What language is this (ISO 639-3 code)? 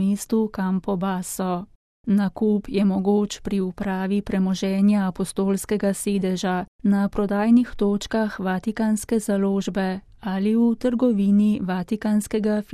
slv